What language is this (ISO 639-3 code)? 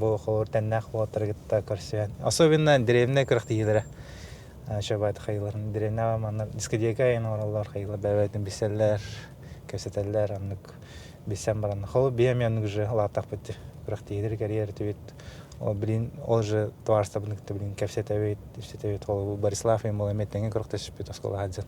sah